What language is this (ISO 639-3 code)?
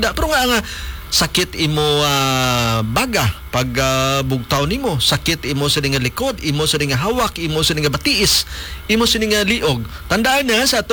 hil